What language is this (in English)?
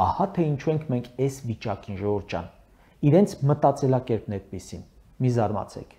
Armenian